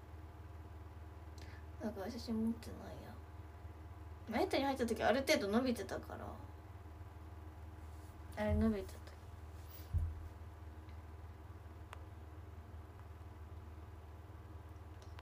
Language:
Japanese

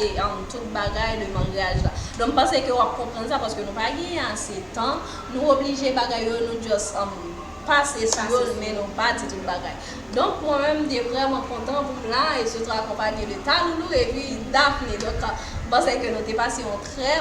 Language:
Haitian Creole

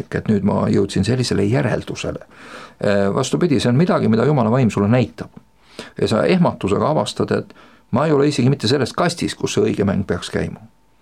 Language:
Estonian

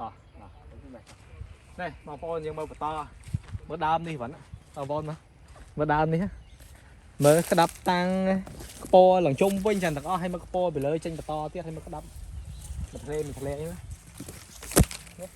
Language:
Khmer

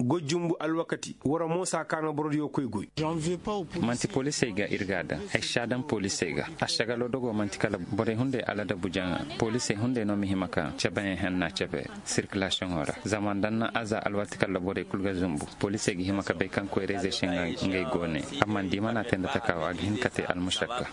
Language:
Koyraboro Senni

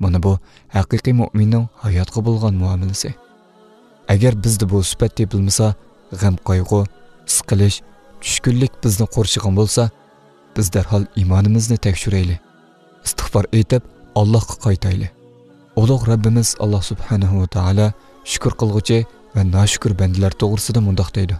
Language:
Uyghur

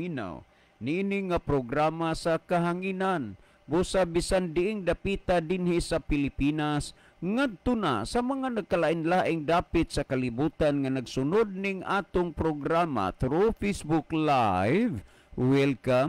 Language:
Cebuano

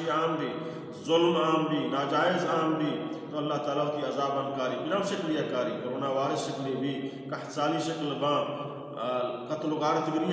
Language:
Baluchi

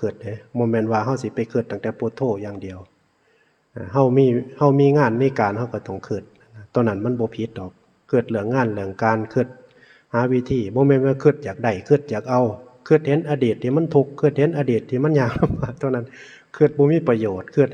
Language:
Northeastern Thai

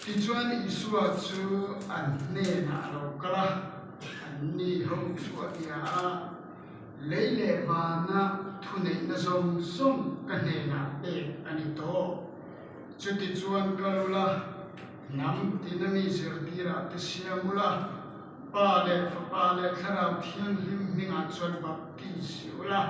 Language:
Mizo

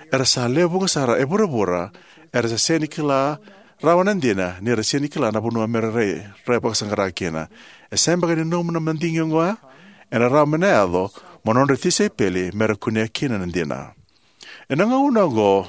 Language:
Fijian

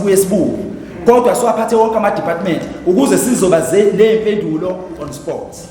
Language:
Zulu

